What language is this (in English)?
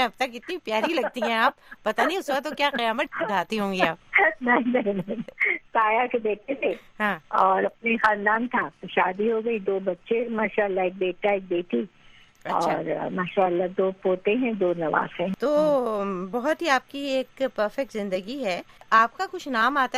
Urdu